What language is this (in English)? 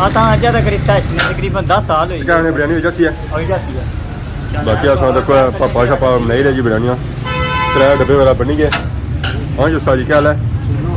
Pahari-Potwari